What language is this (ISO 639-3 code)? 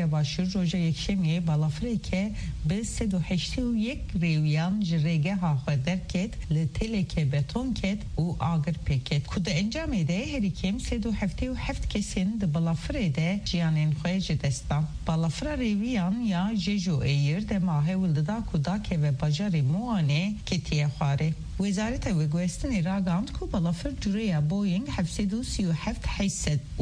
kur